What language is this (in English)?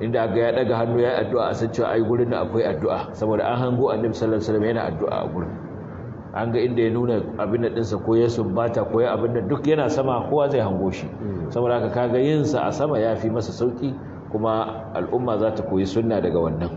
Hausa